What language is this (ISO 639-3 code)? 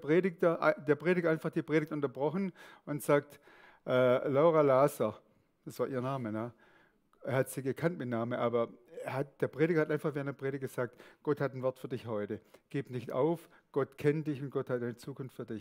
gsw